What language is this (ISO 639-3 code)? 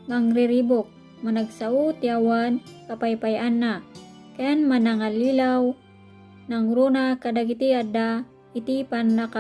ilo